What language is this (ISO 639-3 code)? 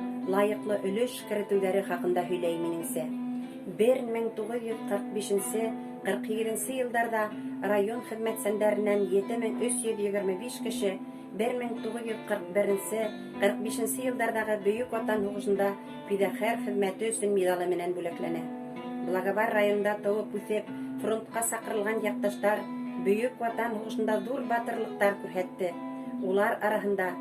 bak